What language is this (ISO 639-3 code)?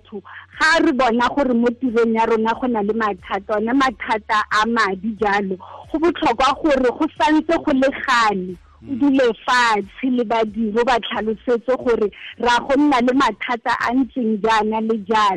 tsn